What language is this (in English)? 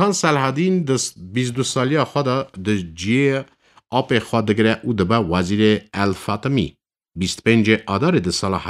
Kurdish